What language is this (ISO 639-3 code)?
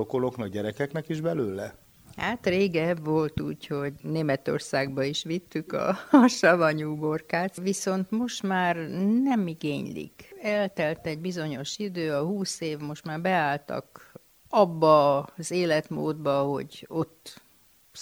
hun